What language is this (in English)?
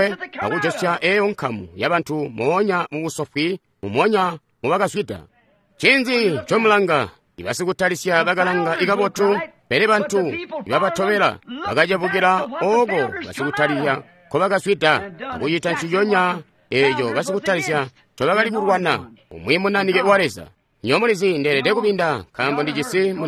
Tonga (Zambia)